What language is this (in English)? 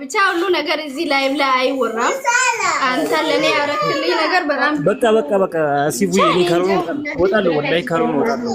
Amharic